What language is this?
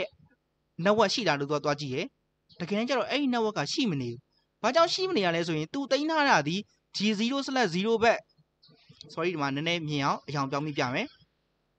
Burmese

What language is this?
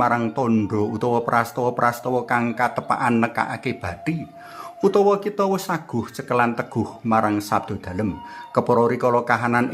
Javanese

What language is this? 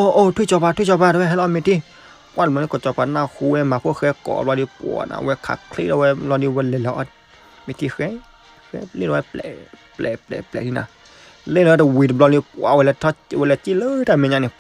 S'gaw Karen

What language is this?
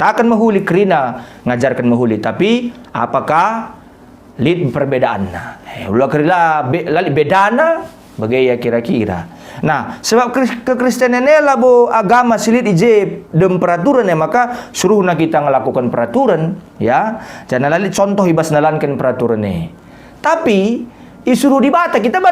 Batak Karo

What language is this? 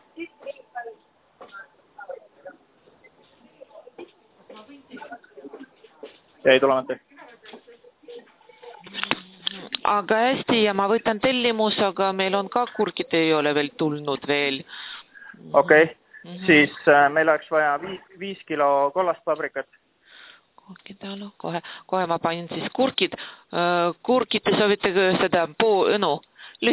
Estonian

